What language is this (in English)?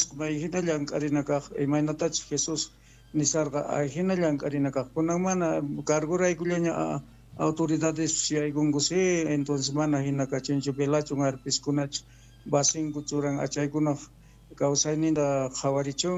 South Bolivian Quechua